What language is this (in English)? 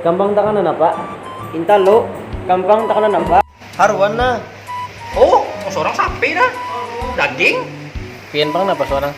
Banjar